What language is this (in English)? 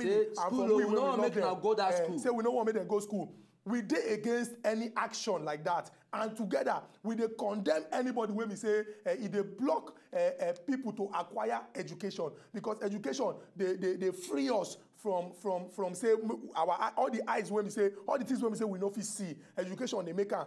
Nigerian Pidgin